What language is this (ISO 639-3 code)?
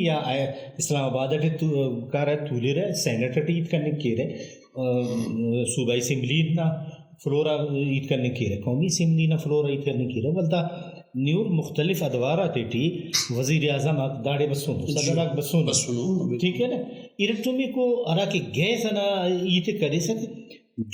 brh